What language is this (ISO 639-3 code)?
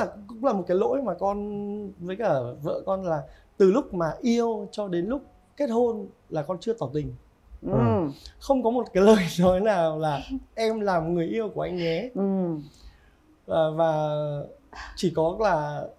vie